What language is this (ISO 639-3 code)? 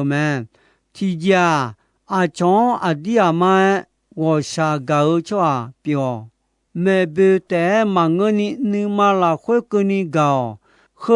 ahk